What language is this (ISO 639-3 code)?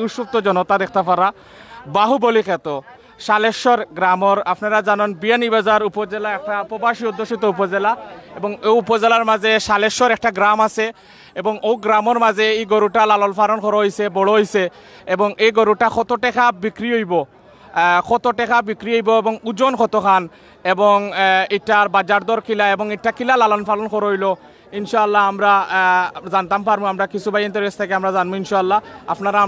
syl